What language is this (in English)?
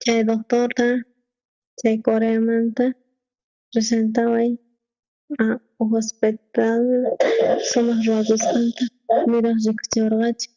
South Bolivian Quechua